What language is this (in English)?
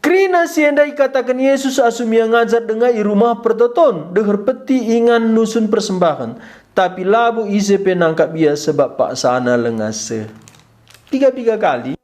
Batak Karo